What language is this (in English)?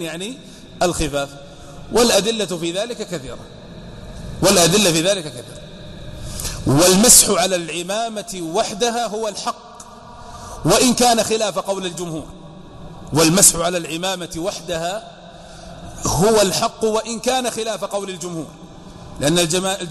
Arabic